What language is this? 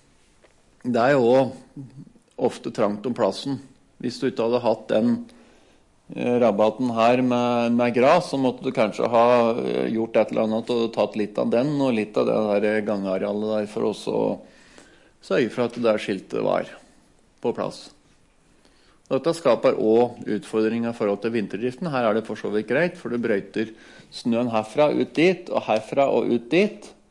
Norwegian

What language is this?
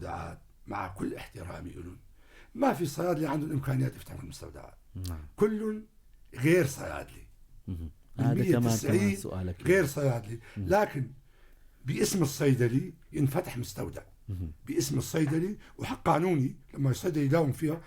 North Levantine Arabic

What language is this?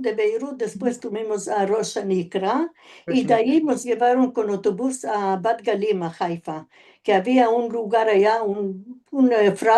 Ladino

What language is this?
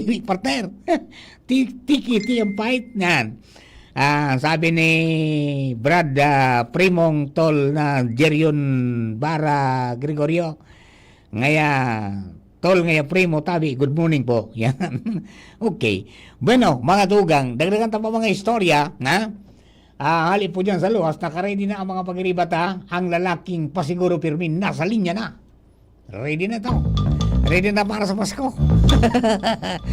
Bikol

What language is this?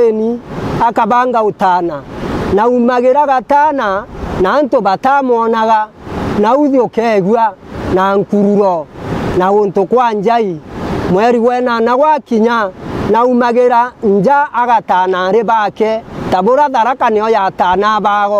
Meru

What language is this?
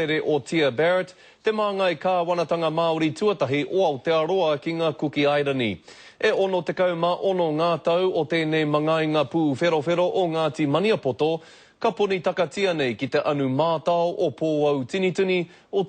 Māori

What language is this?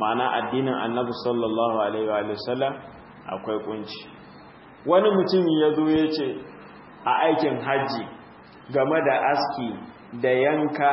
Hausa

